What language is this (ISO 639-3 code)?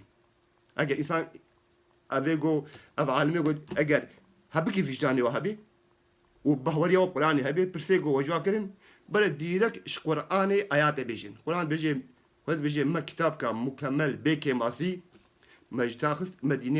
kur